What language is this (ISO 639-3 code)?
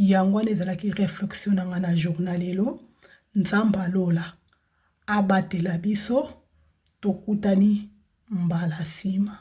lin